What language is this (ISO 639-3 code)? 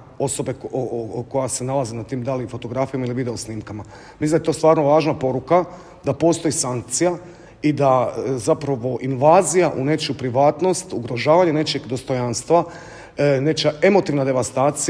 hrv